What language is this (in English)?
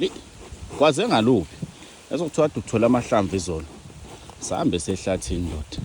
Zulu